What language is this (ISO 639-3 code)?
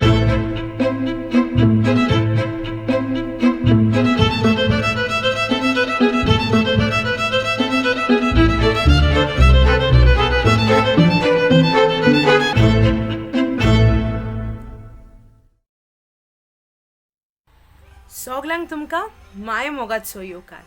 kok